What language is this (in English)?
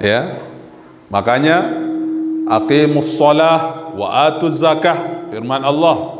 Sasak